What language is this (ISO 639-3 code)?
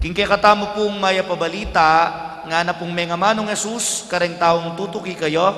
pam